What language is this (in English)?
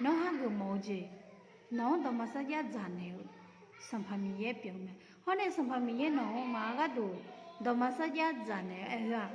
Akha